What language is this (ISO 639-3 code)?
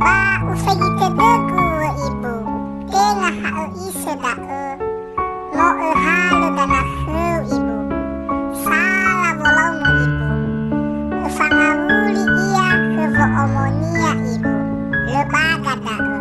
nia